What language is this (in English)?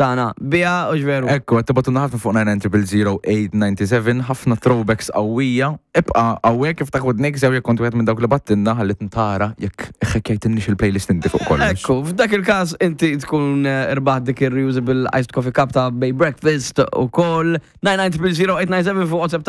Maltese